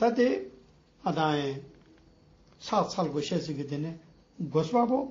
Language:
Ladakhi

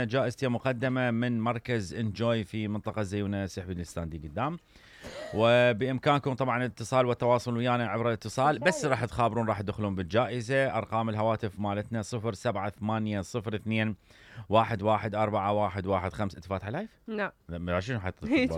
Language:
Mesopotamian Arabic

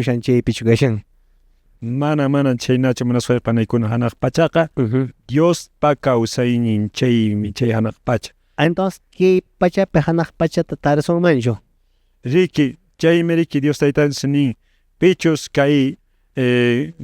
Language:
Quechua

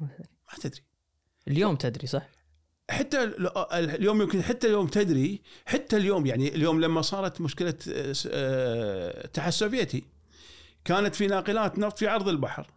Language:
Gulf Arabic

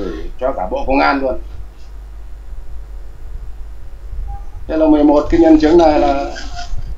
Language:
Vietnamese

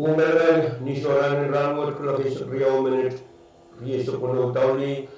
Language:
Pohnpeian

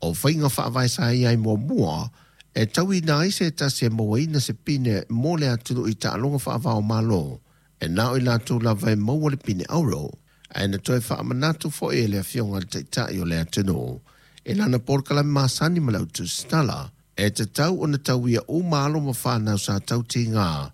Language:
Samoan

